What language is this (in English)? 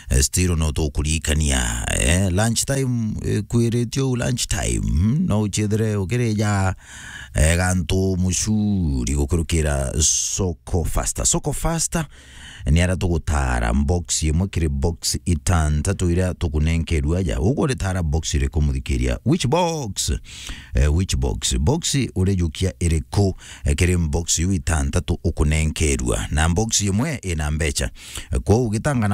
Meru